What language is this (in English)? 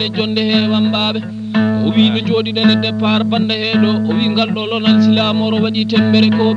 Fula